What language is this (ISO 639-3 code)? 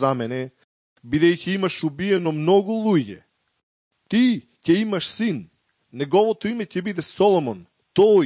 mkd